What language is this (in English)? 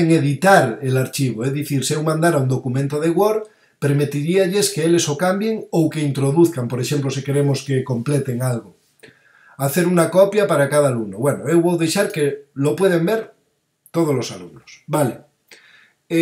Galician